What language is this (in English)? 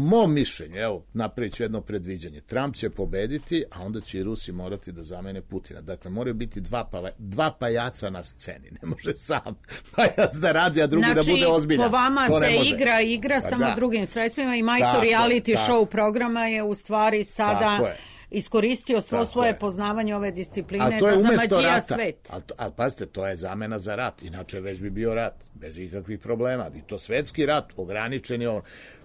Serbian